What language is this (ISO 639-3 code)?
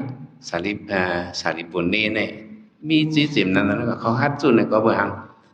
shn